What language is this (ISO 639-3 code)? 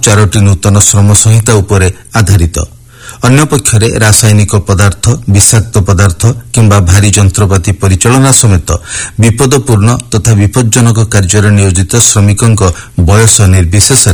ori